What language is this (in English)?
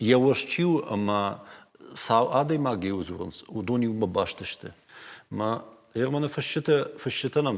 Ossetic